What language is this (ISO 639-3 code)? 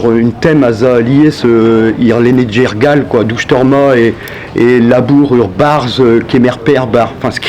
bre